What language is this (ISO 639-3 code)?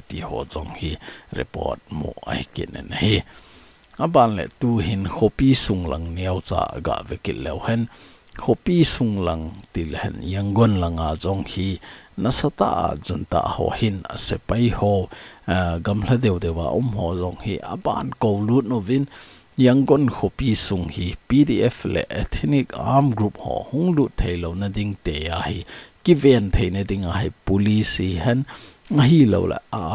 tcz